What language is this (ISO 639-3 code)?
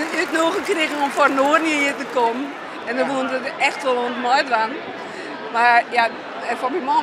fry